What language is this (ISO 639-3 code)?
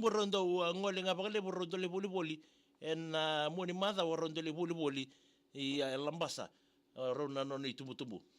fij